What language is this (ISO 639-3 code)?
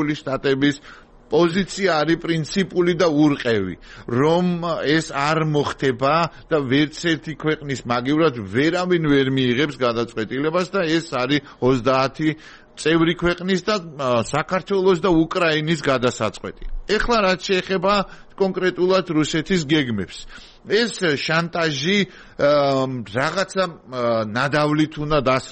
kat